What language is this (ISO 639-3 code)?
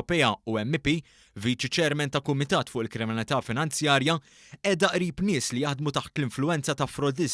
mlt